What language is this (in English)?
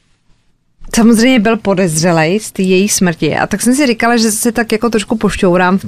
Czech